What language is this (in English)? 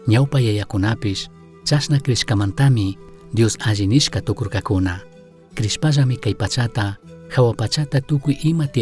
Chimborazo Highland Quichua